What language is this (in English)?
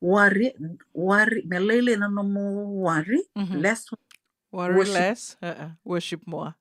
Fijian